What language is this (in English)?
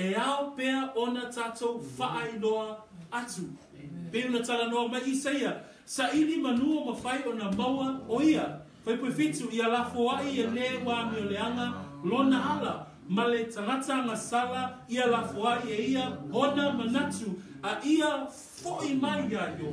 Samoan